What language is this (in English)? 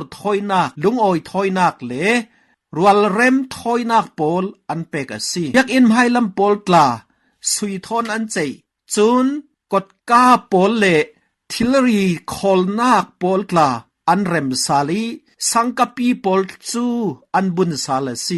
Falam Chin